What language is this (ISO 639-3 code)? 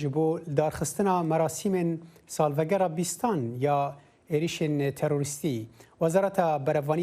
kur